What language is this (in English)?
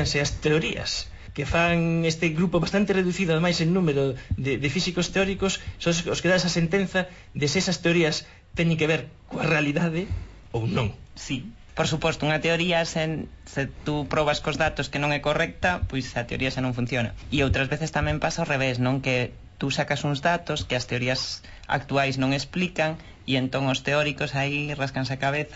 Galician